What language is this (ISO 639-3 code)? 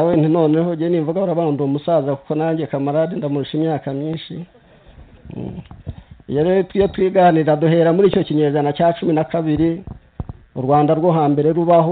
kin